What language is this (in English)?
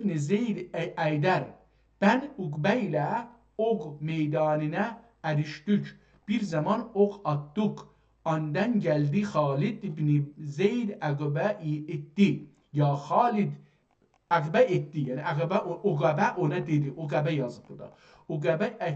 South Azerbaijani